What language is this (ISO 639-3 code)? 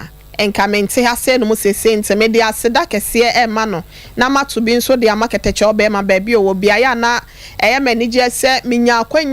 aka